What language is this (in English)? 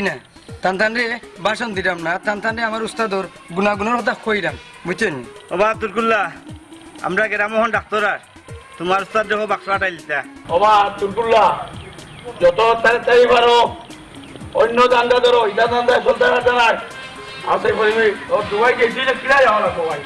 Sylheti